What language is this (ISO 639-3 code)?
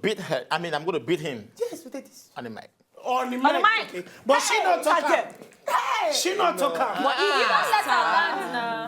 pcm